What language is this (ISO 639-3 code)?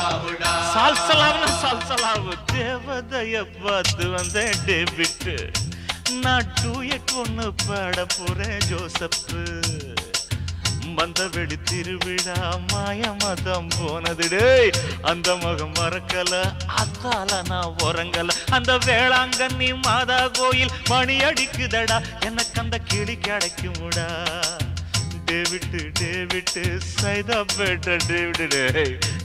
tam